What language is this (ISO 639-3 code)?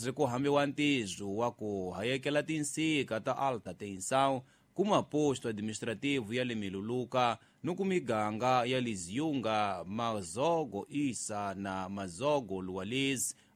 tso